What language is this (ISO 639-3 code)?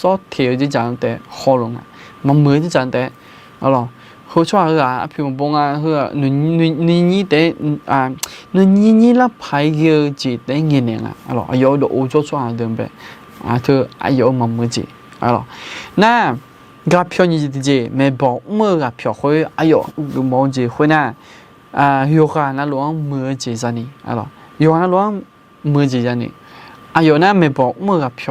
ahk